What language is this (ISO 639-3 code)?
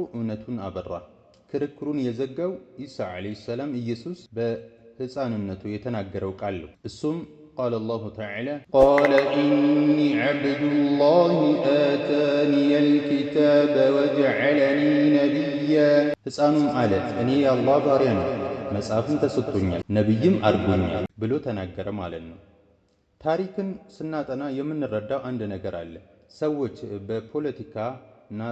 amh